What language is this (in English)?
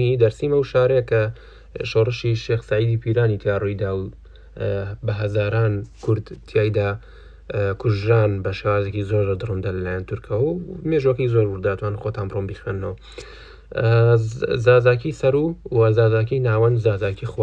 Central Kurdish